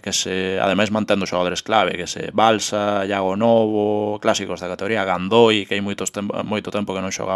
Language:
Galician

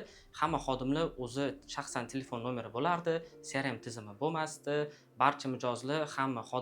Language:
Uzbek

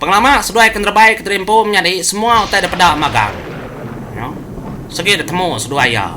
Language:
Iban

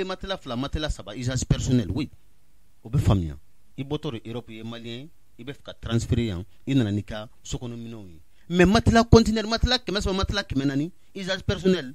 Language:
Bambara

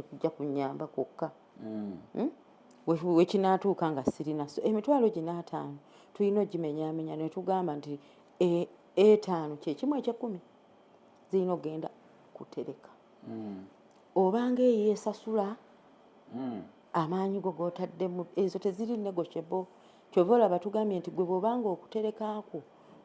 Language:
Ganda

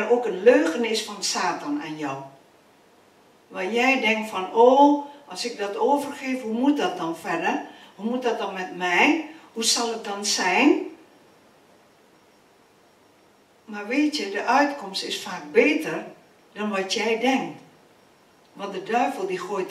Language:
Dutch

